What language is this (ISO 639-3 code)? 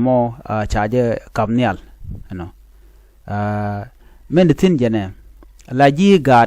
nus